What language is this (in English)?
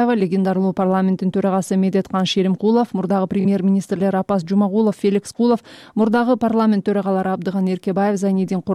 Kyrgyz